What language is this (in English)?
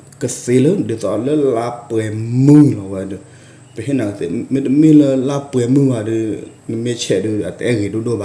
S'gaw Karen